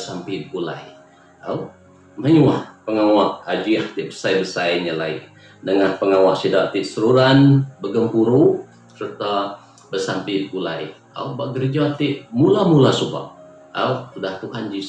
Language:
Iban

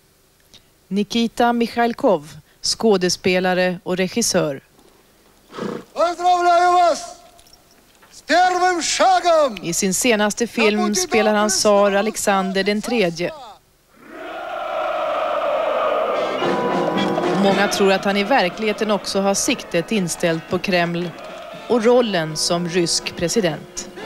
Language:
Swedish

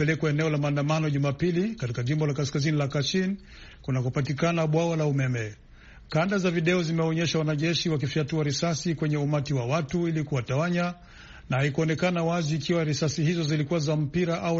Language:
Swahili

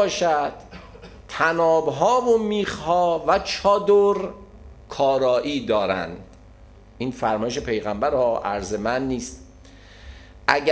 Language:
Persian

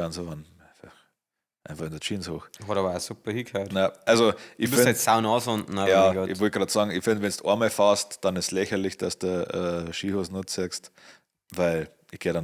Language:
Bavarian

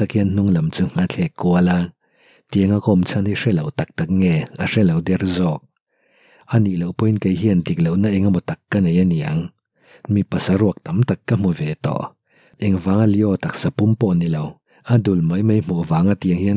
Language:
Mizo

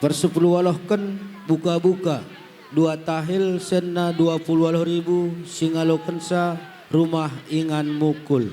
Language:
Batak Karo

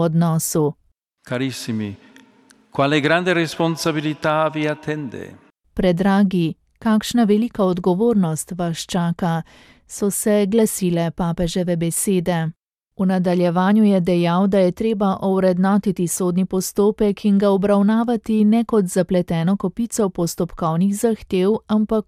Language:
Slovenian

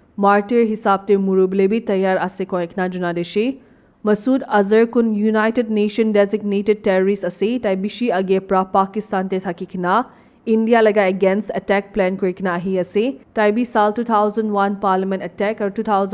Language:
Naga Pidgin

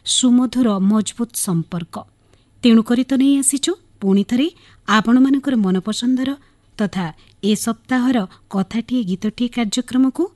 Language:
Odia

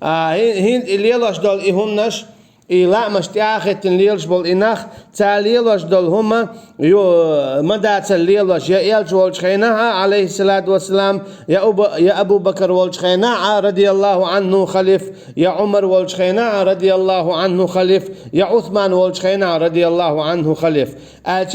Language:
Chechen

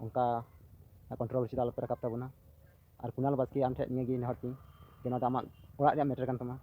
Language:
Santali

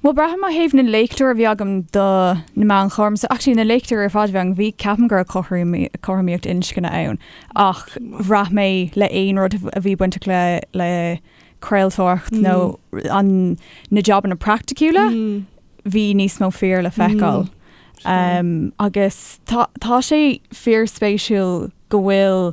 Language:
Irish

